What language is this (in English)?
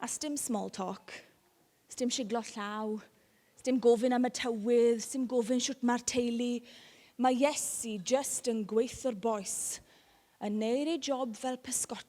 Welsh